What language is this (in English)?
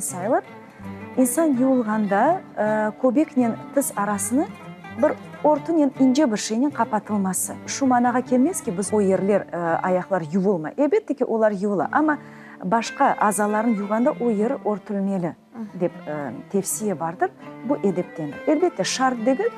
Crimean Tatar